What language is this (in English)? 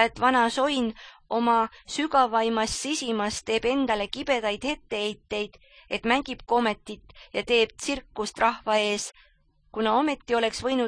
Estonian